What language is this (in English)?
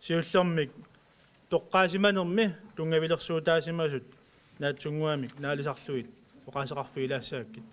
Kalaallisut